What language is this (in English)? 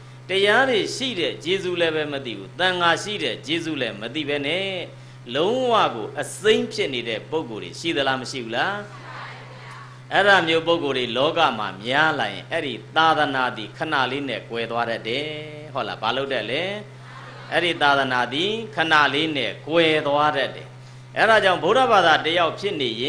Burmese